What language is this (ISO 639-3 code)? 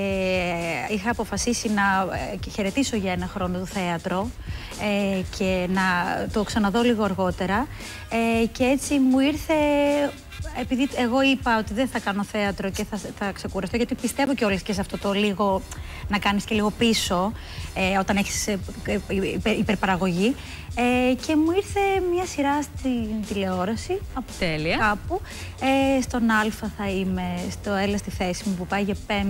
ell